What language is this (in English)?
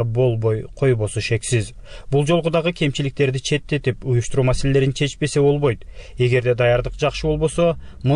Kyrgyz